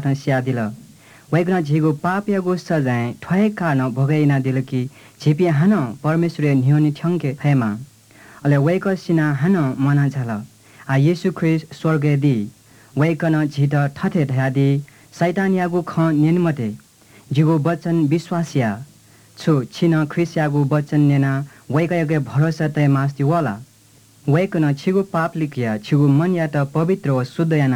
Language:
Newari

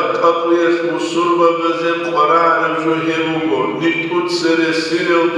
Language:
Avaric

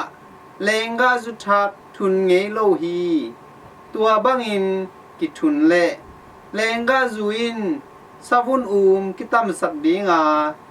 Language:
Tedim Chin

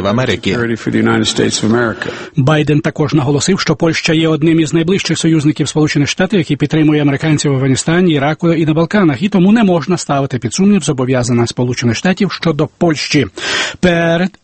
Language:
Ukrainian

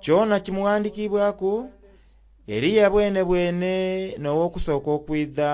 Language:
Soga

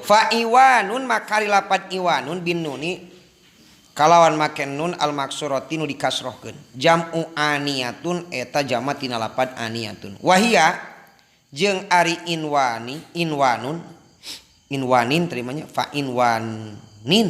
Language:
Sundanese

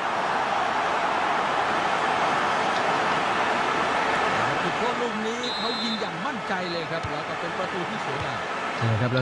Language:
Thai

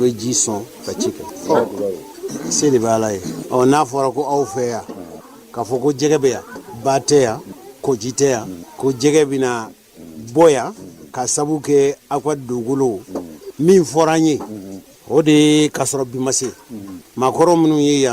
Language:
Bambara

